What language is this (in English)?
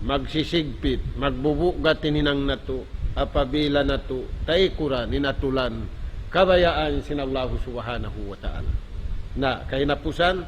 Tausug